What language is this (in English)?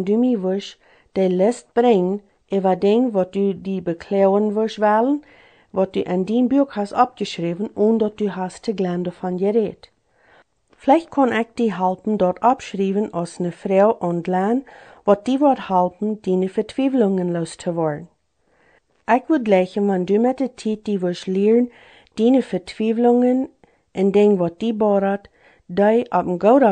Plautdietsch